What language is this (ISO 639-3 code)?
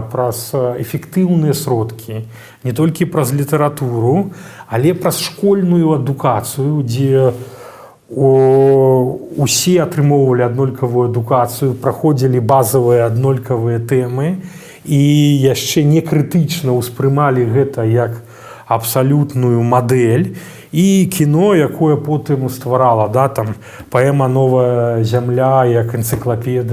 bel